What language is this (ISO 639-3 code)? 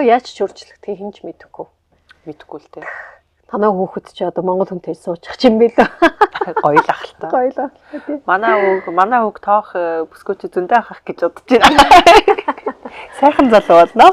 mon